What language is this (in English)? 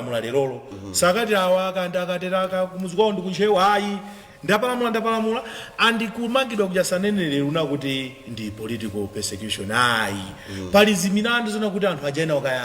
Nyanja